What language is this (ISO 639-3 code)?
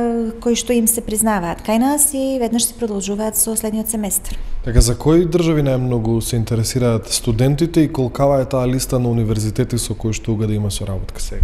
mkd